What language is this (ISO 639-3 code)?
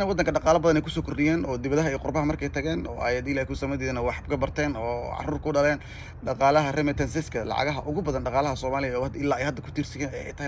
som